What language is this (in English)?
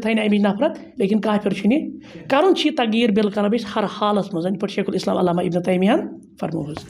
Kashmiri